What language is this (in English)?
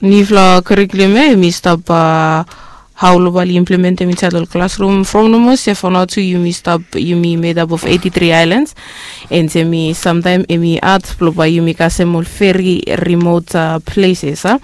Bislama